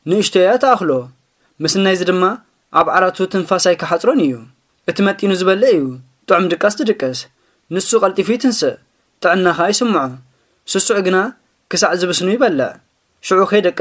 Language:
Tigrinya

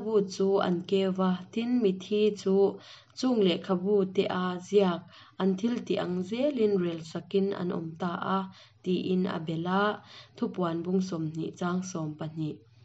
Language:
Hakha Chin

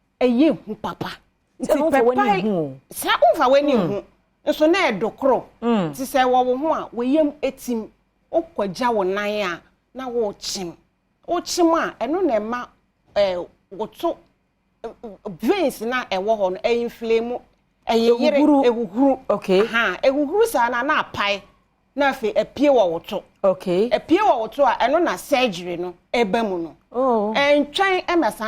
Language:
Akan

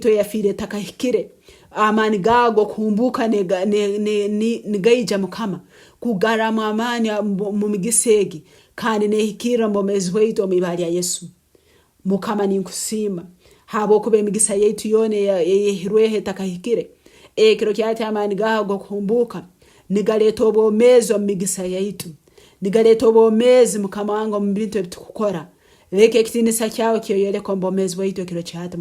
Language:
Nyoro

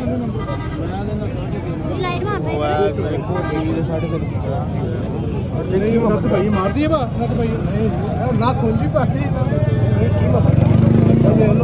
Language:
Punjabi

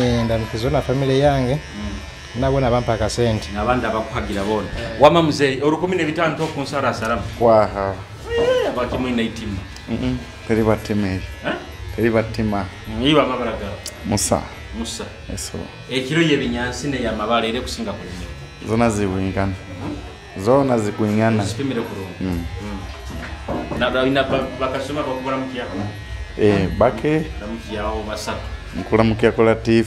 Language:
Nyoro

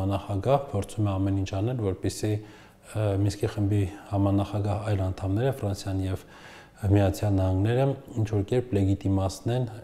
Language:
Armenian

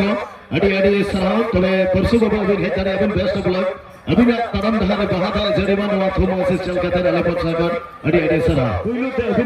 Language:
Santali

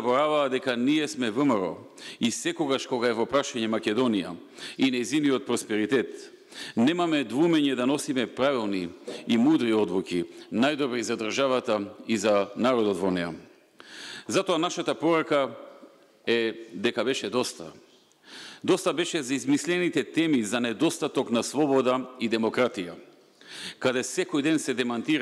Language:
Macedonian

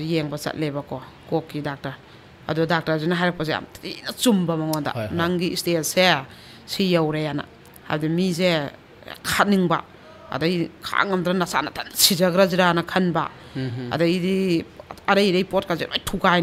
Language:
Manipuri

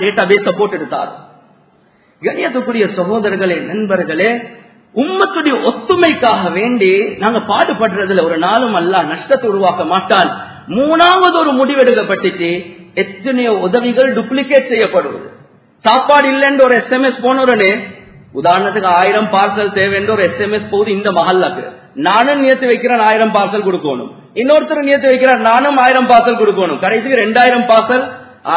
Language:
Tamil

